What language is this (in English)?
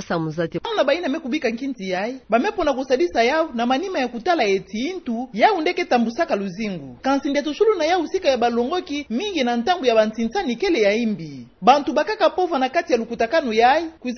Kituba (Democratic Republic of Congo)